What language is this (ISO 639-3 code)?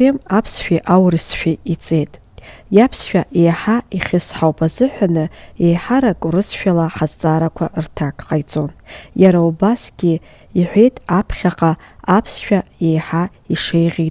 abk